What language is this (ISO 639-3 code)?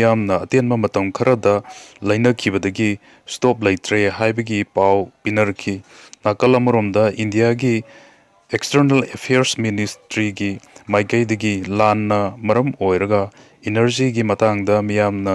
mni